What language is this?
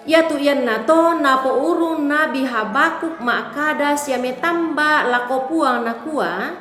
Toraja-Sa'dan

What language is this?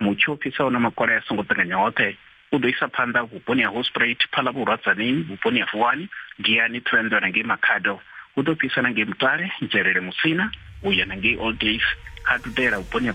Venda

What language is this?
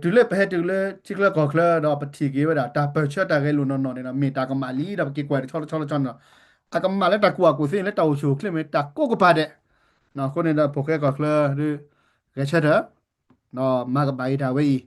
S'gaw Karen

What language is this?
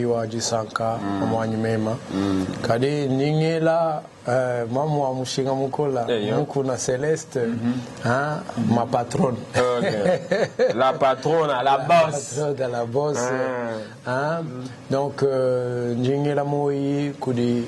Luba-Lulua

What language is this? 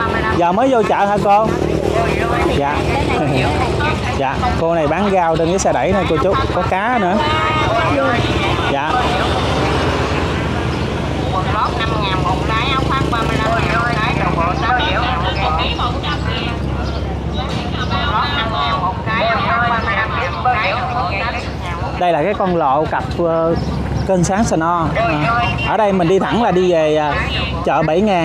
Vietnamese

